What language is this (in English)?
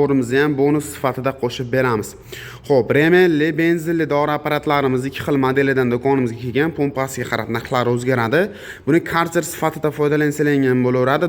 Uzbek